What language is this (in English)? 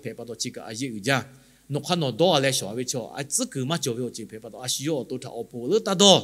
Lahu